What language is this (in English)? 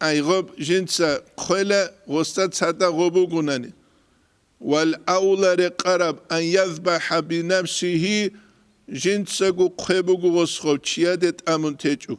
Avaric